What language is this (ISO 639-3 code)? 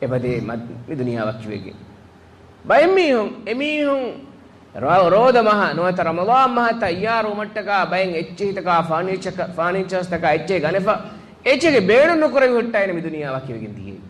div